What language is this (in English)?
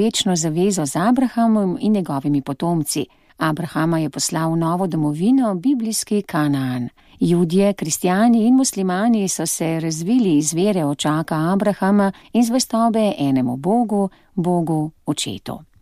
Slovenian